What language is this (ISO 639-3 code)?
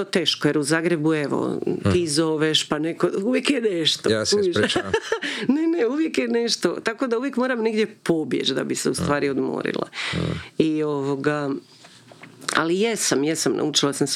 hrv